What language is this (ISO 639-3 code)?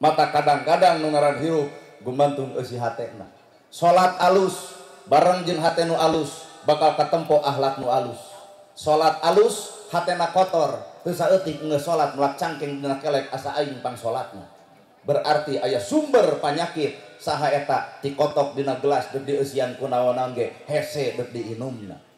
sun